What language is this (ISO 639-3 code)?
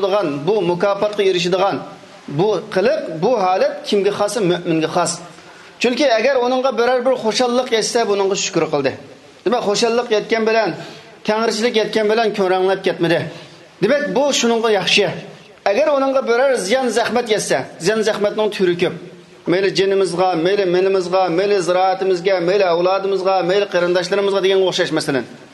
uig